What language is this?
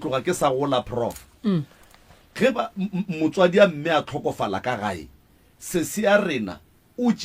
Northern Sotho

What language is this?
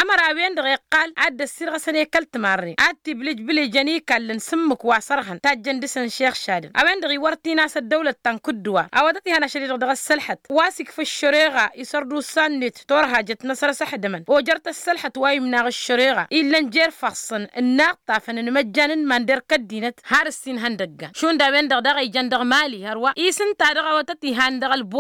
Tamasheq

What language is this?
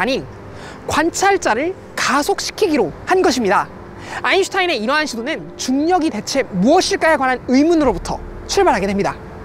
Korean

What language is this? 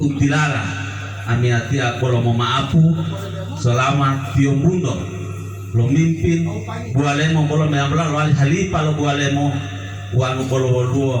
Gorontalo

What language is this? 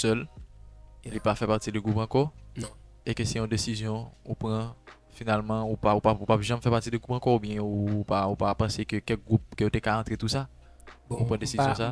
Haitian Creole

